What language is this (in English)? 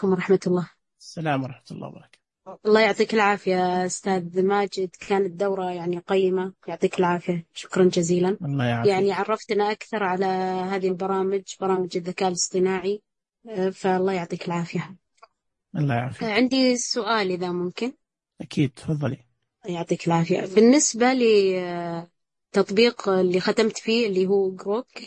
Najdi Arabic